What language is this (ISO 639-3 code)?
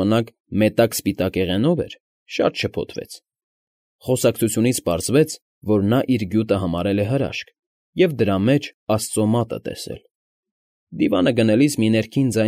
hye